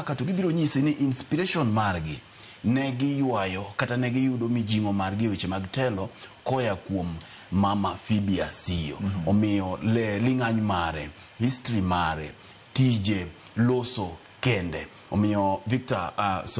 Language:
Luo (Kenya and Tanzania)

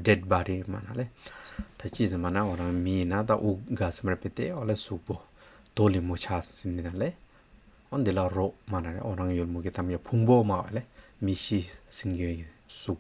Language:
Hyolmo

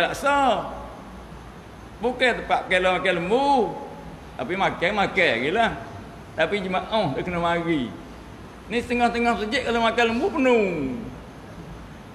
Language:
Malay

